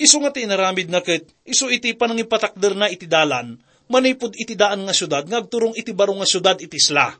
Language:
Iloko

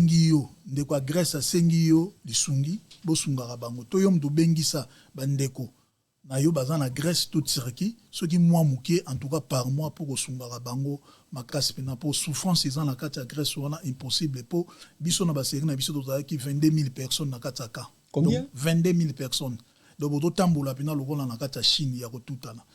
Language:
Lingala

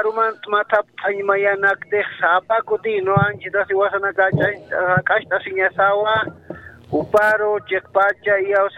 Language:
Aymara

